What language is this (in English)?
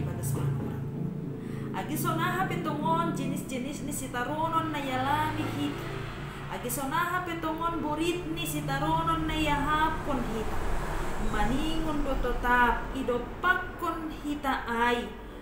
Batak Simalungun